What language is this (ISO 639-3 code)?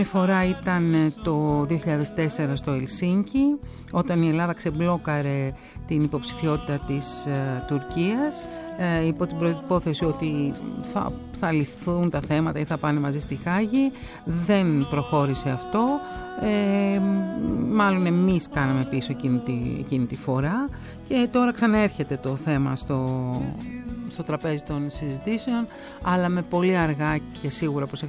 ell